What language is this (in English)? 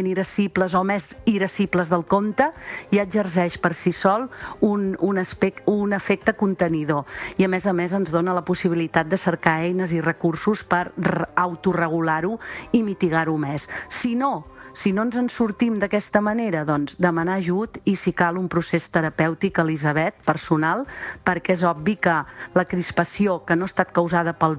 Catalan